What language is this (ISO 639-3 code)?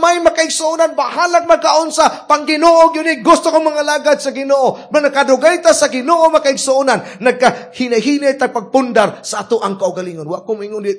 ceb